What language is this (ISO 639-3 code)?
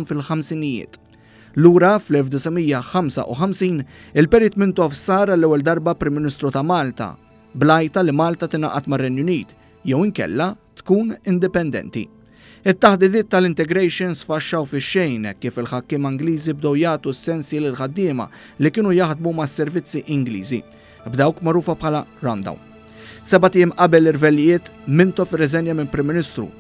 mlt